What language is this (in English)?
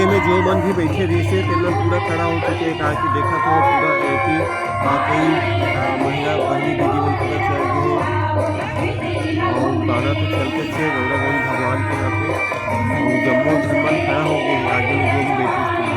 Chhattisgarhi